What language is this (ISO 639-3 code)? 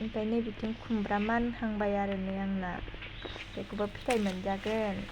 brx